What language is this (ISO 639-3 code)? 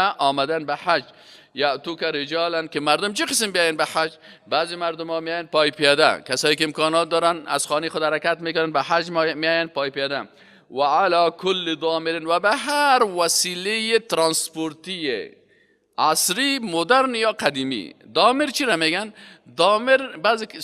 fas